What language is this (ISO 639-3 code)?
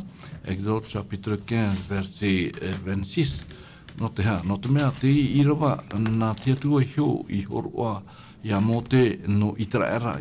tah